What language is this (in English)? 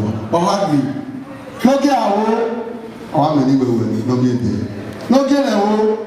Bini